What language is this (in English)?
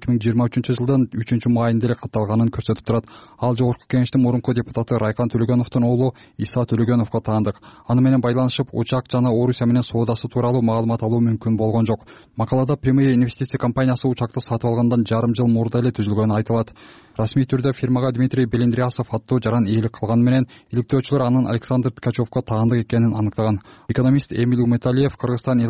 Kyrgyz